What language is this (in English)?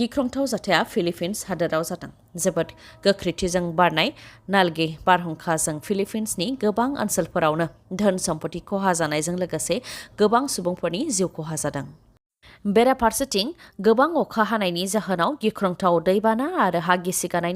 Bodo